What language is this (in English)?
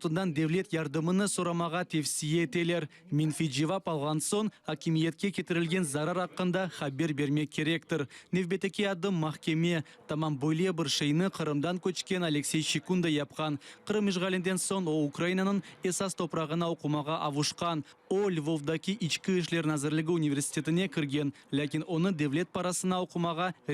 Crimean Tatar